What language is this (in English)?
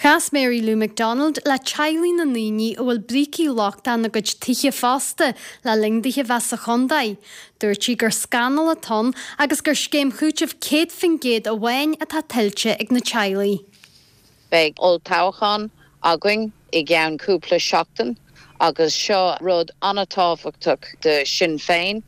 Irish